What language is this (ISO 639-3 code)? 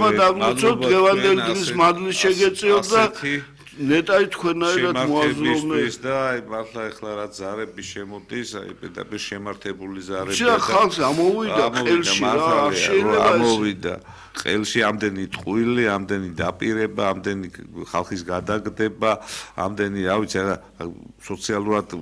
kat